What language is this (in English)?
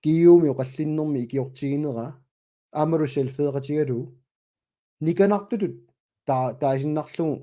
Kalaallisut